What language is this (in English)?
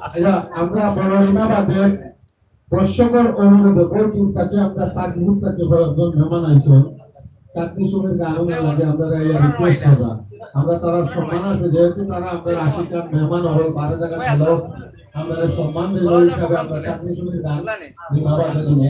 Sylheti